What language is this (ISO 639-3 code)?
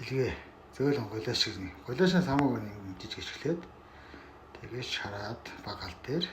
mon